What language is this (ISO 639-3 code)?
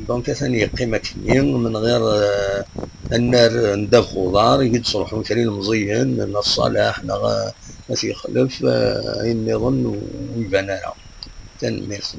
kab